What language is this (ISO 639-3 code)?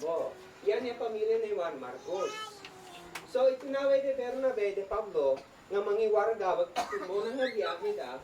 isd